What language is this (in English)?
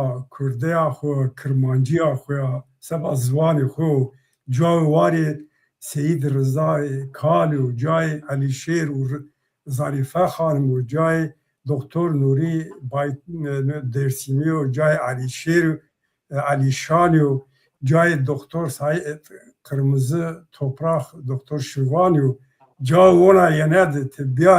Zaza